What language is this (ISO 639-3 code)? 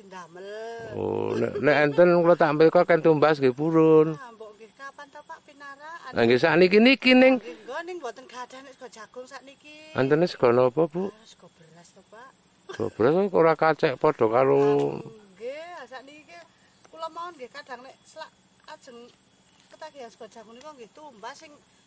jav